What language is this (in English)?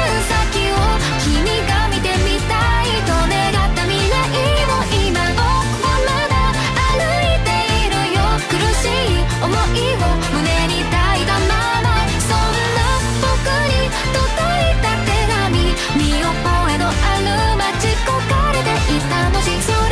Japanese